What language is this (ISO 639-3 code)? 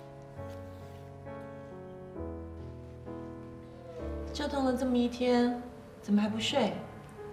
zho